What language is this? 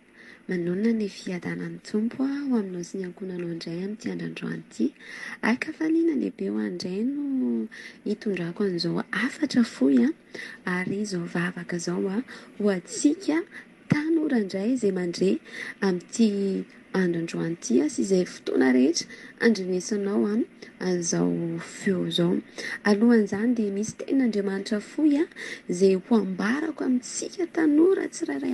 Malagasy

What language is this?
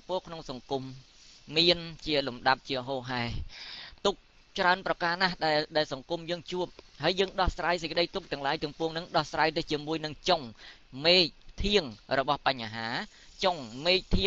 Khmer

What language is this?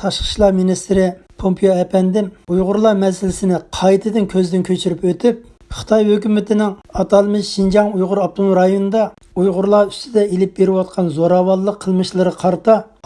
Uyghur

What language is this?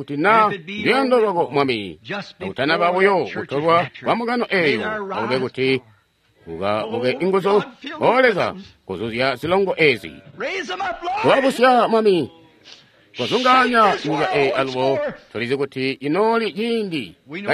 Tonga (Zambia)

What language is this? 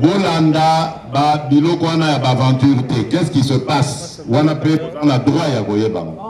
Lingala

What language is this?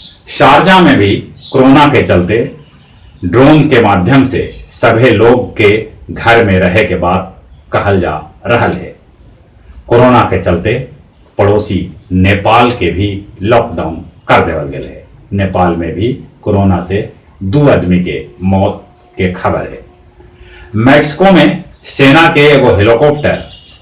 Magahi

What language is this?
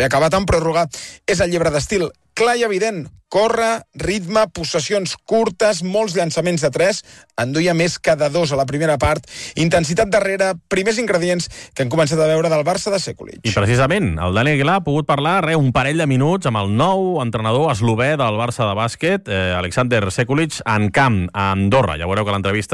Catalan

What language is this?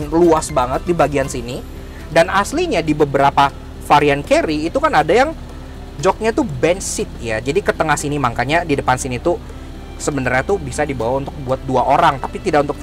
Indonesian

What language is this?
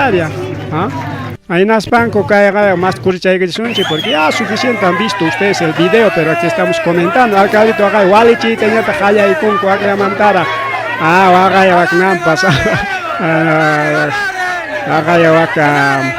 Ayacucho Quechua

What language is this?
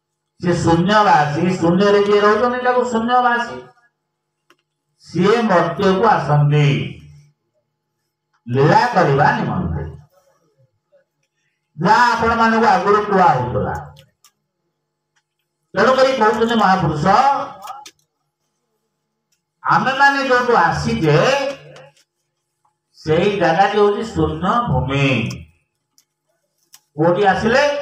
Odia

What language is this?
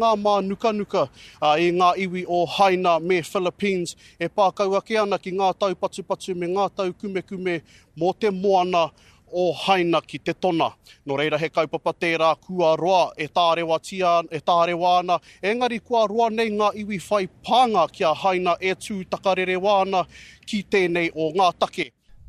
Māori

